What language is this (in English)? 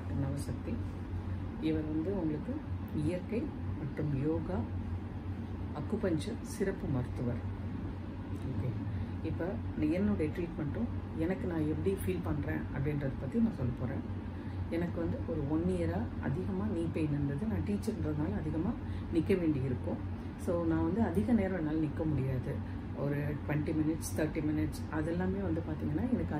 Tamil